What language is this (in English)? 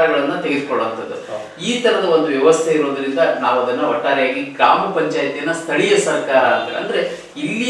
Kannada